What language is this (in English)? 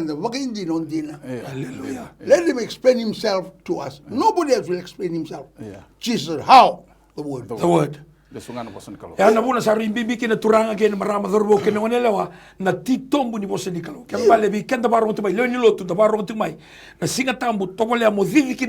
Fijian